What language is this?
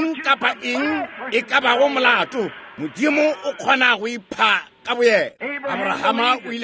Northern Sotho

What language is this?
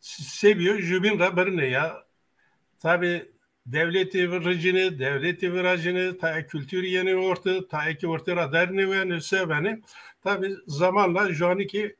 Zaza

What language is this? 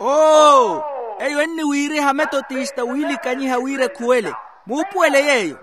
Makhuwa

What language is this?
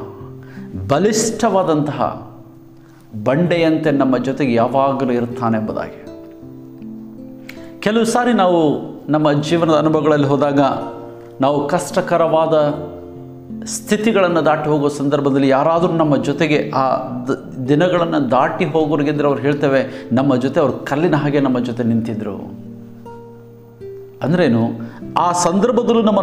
Kannada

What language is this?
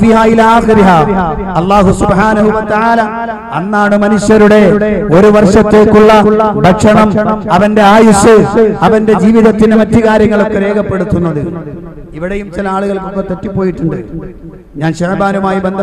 Malayalam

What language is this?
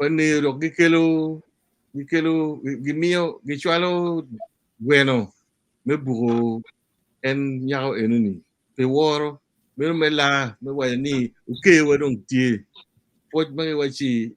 Acoli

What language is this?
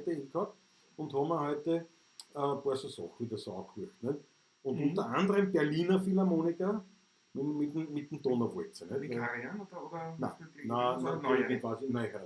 Bavarian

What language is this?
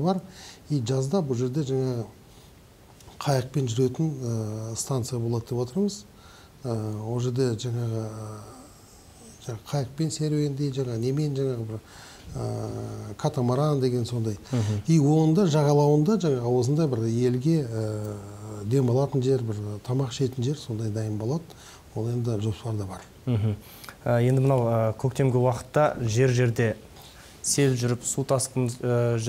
Kazakh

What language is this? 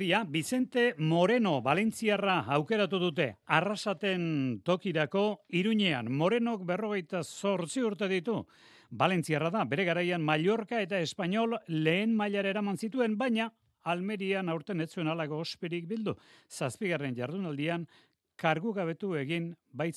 Basque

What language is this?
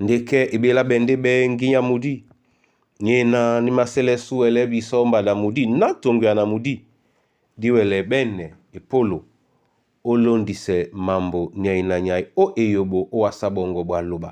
Duala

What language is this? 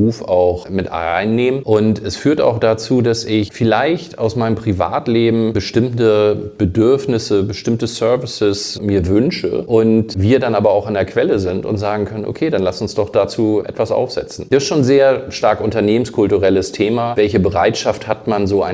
German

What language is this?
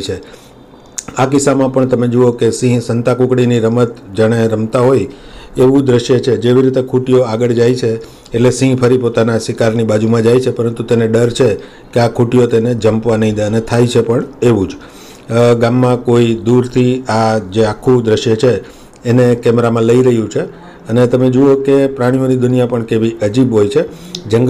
Gujarati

